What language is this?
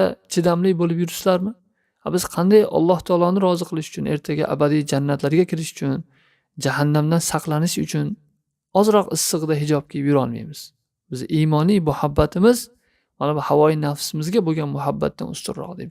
Uzbek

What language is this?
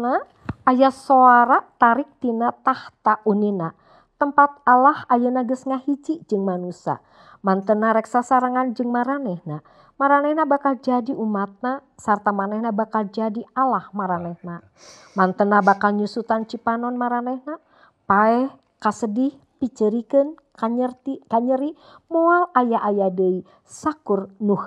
Sundanese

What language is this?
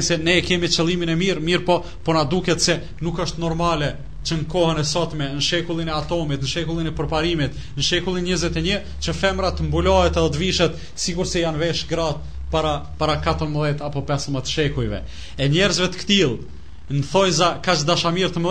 Albanian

